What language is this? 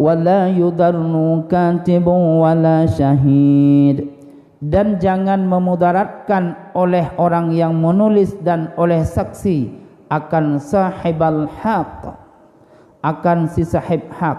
Achinese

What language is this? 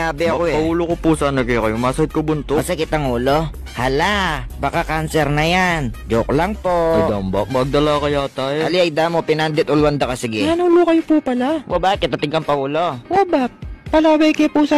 Pampanga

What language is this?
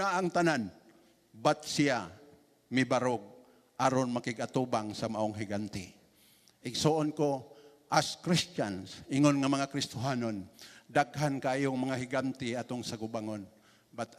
Cebuano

